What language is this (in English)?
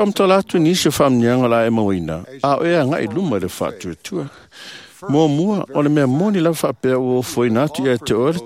Samoan